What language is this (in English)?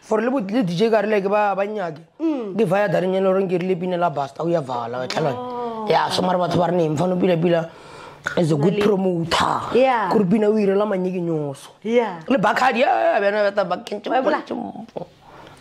Shona